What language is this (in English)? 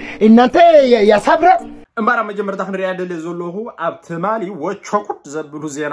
Tigrinya